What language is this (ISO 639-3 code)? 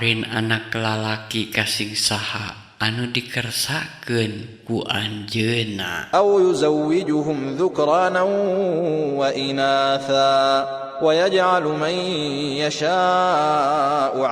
sun